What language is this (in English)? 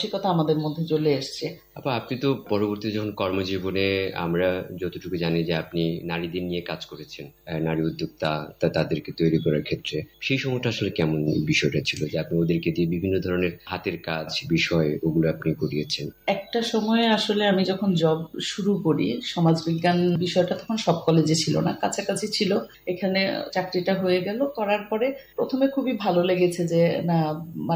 Bangla